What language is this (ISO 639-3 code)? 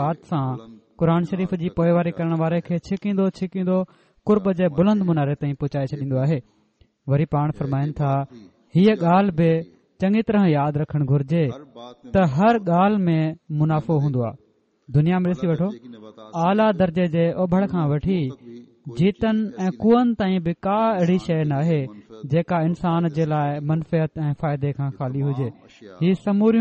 snd